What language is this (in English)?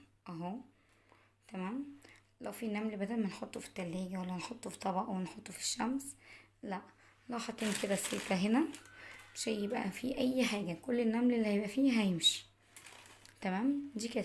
Egyptian Arabic